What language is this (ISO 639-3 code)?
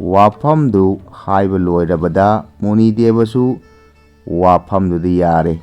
mni